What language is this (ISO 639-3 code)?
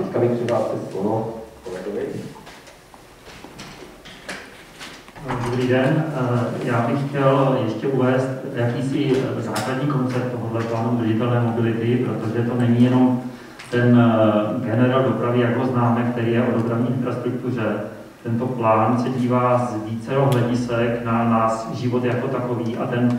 ces